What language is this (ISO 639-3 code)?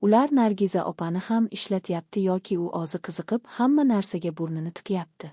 uzb